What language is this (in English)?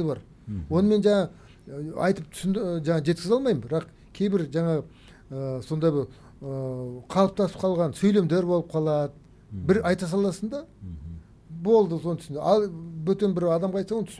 Kazakh